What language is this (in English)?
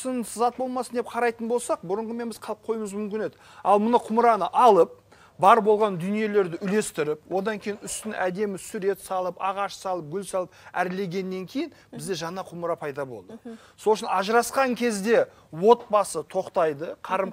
Kazakh